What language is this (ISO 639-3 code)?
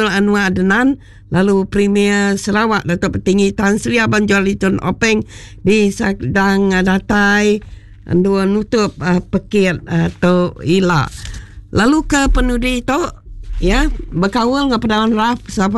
iba